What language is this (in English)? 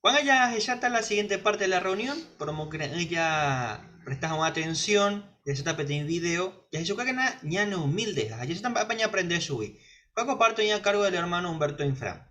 Guarani